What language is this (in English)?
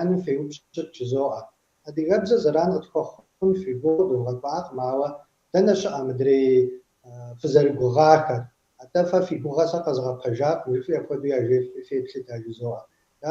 Kabardian